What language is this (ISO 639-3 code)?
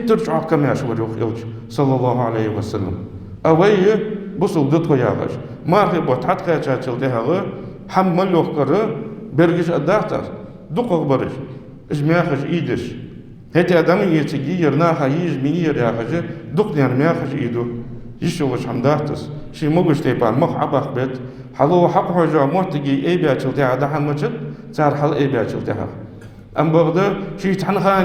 inh